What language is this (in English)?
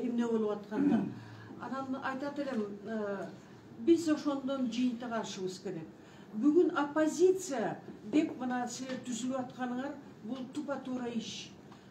Kyrgyz